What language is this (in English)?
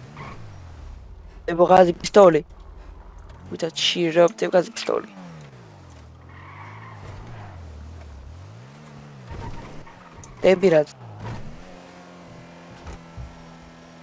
Greek